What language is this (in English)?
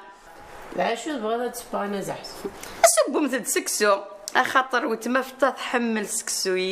Kabyle